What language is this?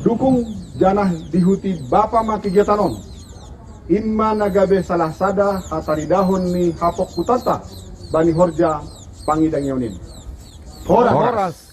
Batak Simalungun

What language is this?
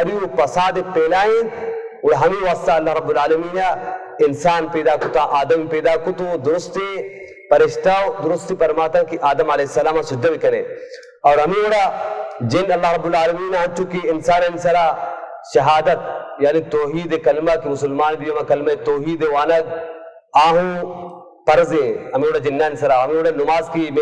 Baluchi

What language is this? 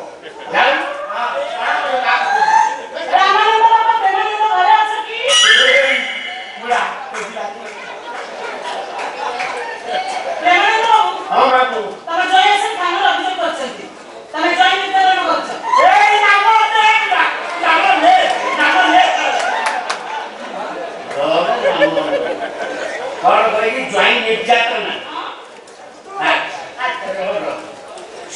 Odia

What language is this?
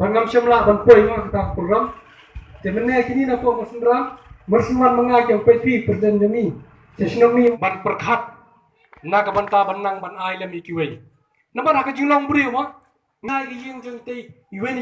Khasi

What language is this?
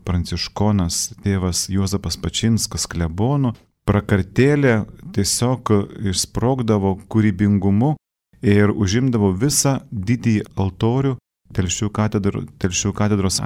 Lithuanian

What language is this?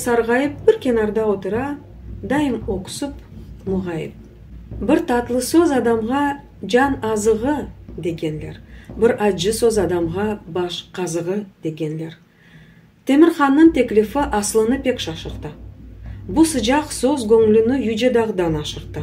Crimean Tatar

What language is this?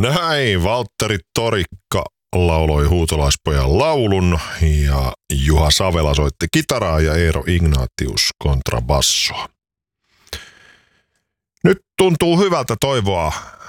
Finnish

